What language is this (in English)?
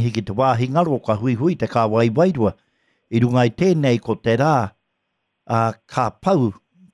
Māori